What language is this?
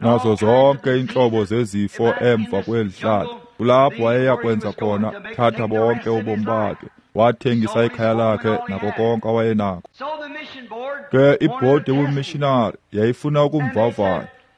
Xhosa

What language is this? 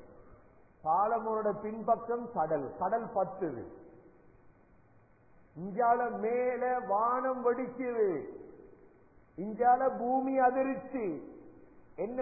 Tamil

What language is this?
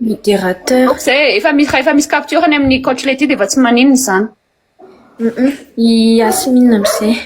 Malagasy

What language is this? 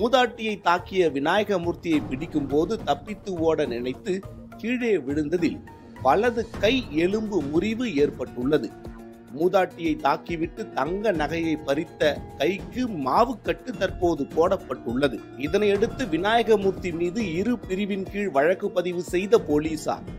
Tamil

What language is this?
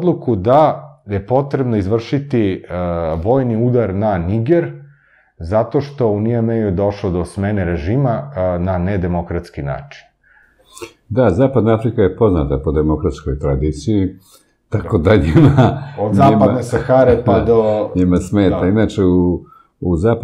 Serbian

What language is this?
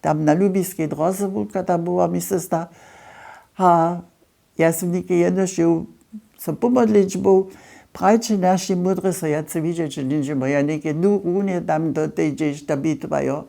Upper Sorbian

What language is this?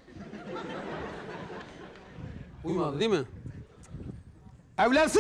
Turkish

